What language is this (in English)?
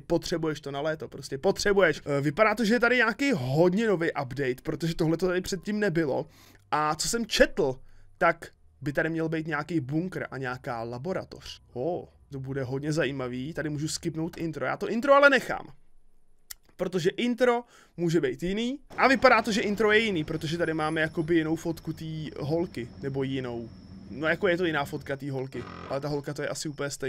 Czech